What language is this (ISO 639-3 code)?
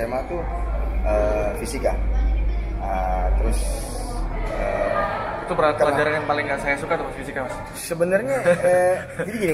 ind